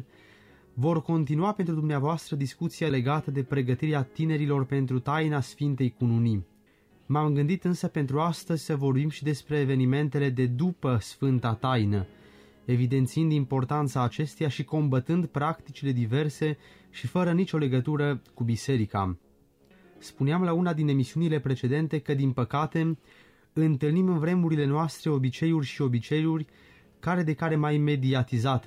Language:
Romanian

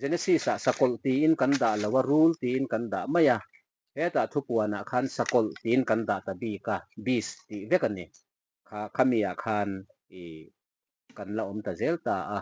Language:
Mizo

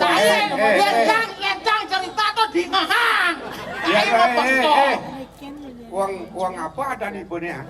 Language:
Balinese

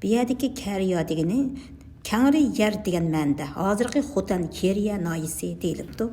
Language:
Uyghur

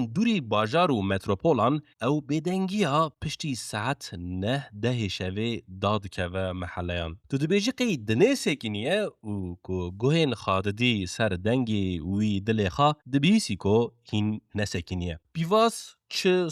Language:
Kurdish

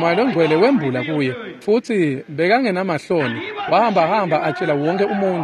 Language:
Swati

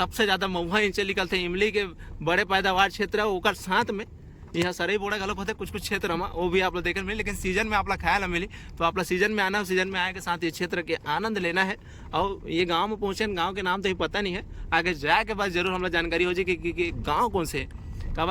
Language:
Chhattisgarhi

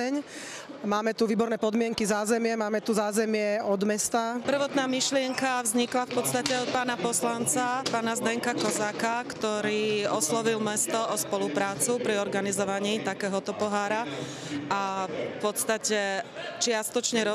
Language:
Slovak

